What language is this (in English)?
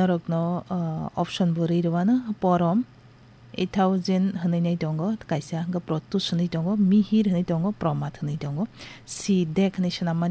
Kok Borok